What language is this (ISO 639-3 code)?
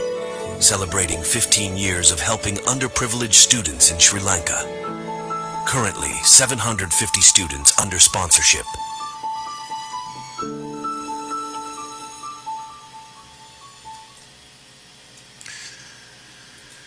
tam